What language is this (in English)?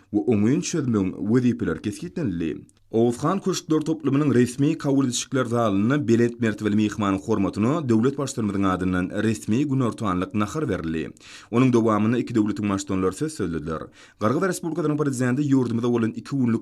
Turkmen